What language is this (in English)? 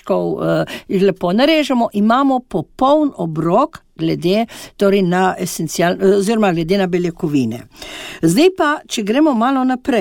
Slovenian